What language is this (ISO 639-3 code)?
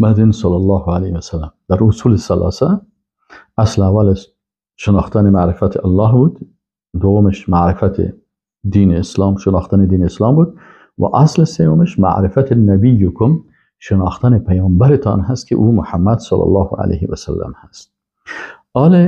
fas